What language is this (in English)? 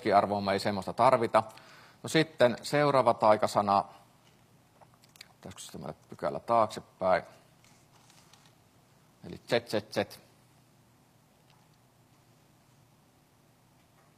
Finnish